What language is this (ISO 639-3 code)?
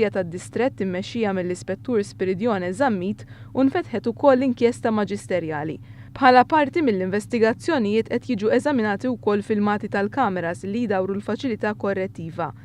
mlt